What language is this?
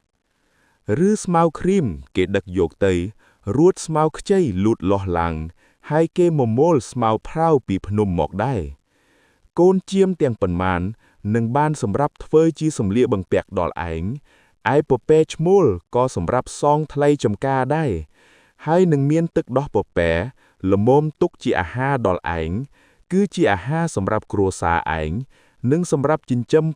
Khmer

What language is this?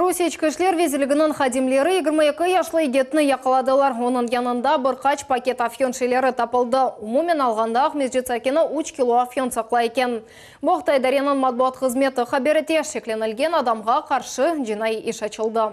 Crimean Tatar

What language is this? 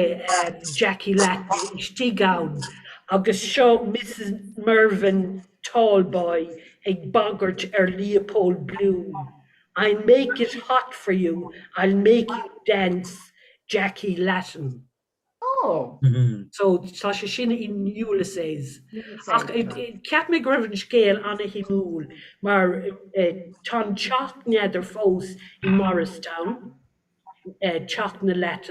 Irish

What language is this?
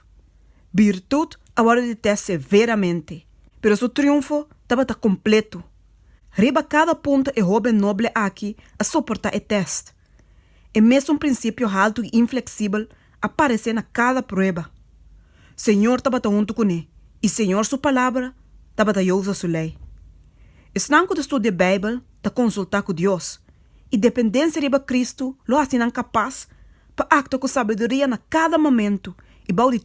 Papiamento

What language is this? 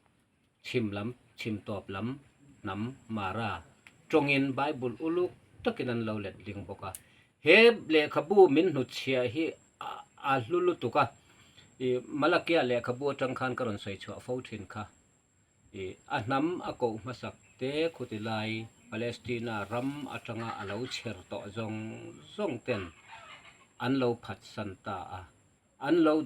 Mizo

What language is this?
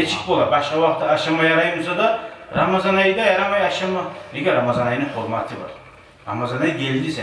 Kumyk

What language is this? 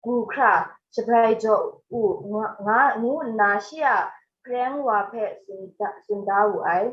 Kachin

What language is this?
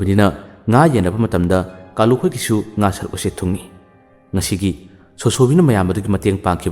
Manipuri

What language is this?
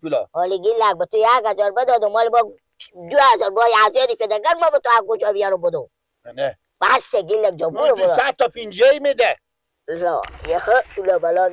Persian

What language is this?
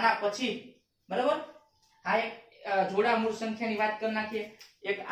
Gujarati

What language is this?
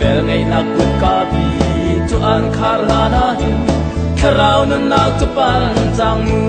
Hakha Chin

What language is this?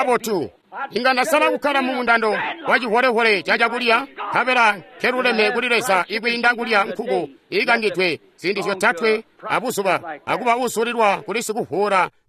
Tonga (Zambia)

